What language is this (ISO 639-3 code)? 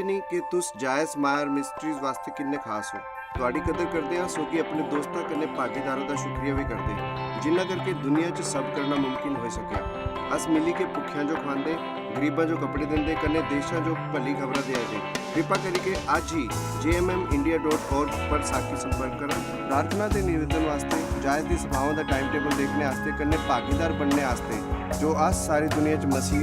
doi